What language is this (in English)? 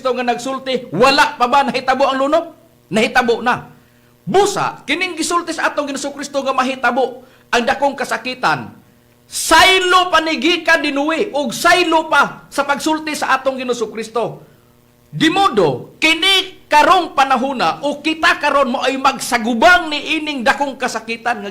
Cebuano